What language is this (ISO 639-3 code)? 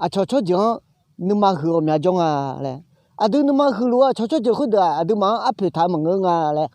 ahk